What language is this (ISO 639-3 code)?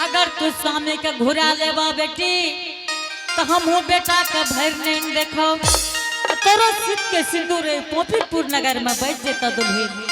anp